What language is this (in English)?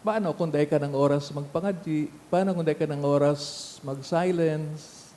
Bikol